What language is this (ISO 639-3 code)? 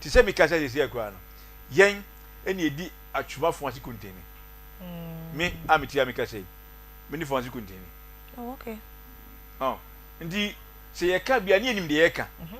aka